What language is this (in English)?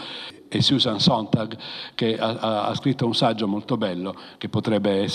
Italian